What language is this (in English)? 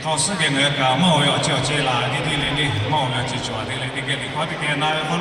Lahu